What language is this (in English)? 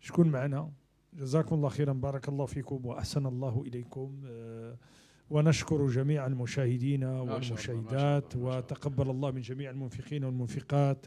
Moroccan Arabic